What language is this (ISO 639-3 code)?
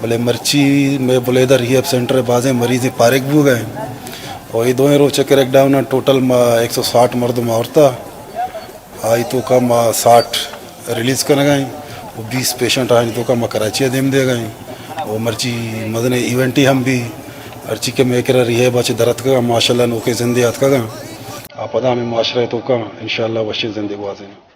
bal